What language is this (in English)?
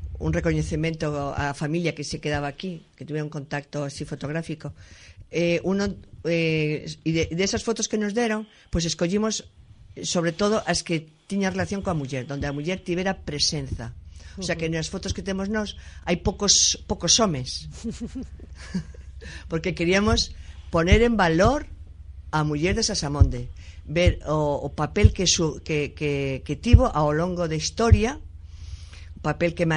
Galician